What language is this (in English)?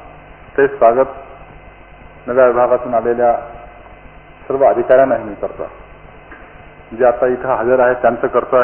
Marathi